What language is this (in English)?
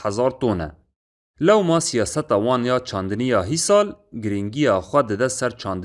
Kurdish